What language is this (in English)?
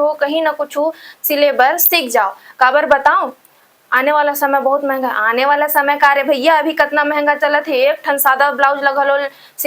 Chhattisgarhi